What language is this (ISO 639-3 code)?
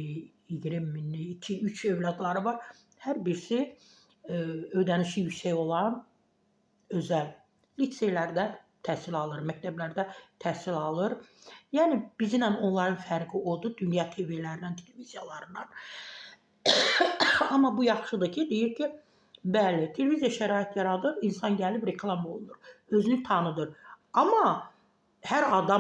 aze